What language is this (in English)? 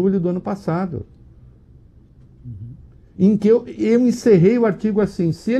Portuguese